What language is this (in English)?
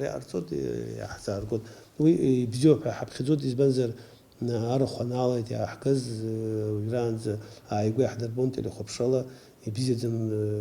Abkhazian